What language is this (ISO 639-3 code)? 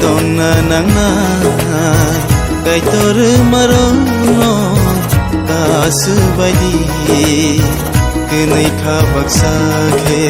trp